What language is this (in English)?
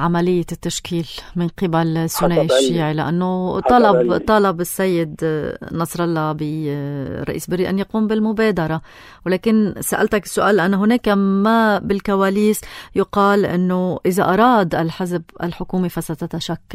North Levantine Arabic